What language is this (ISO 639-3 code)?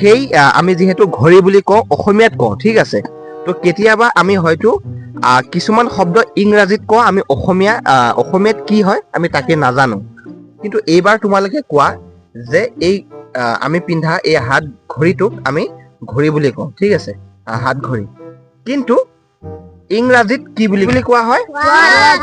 asm